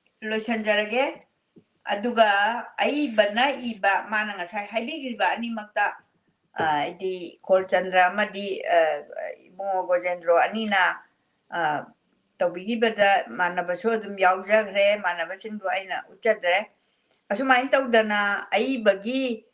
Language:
Manipuri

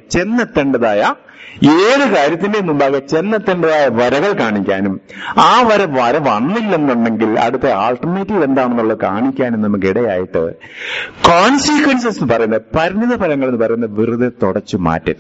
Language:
Malayalam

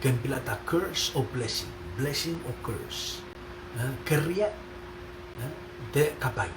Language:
Pohnpeian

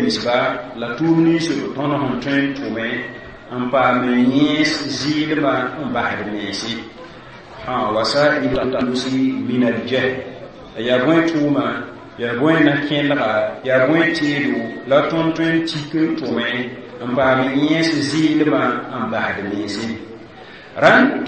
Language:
Mossi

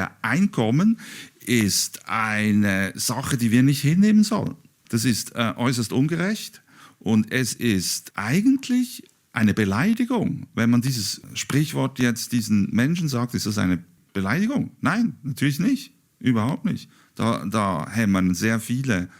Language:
Swiss German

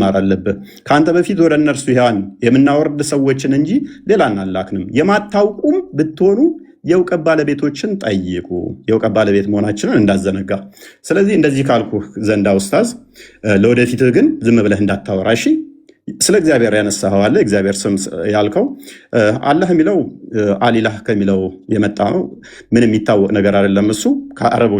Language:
Amharic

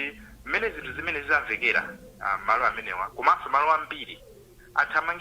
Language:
Nyanja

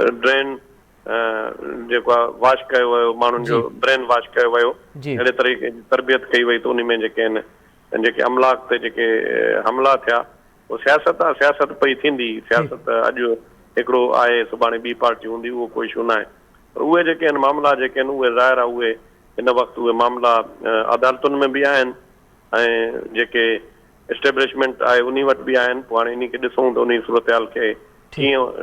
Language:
Sindhi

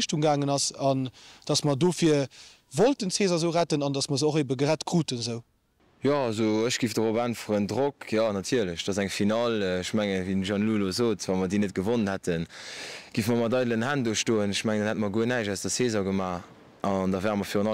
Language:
Luxembourgish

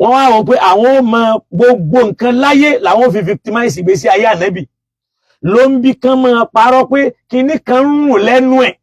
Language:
Yoruba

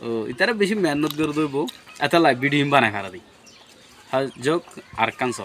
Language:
Rohingya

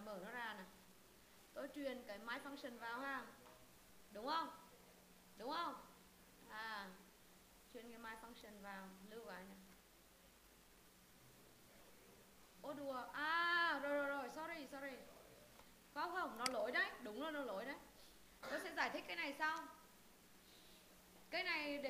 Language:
Vietnamese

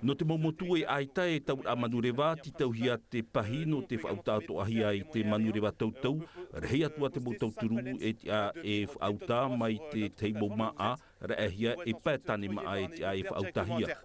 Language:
Tahitian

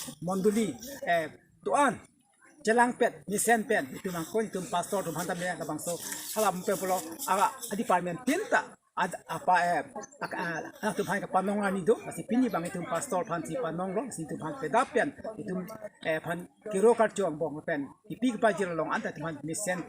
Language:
Karbi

